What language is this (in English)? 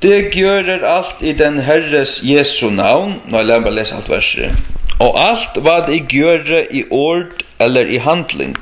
Faroese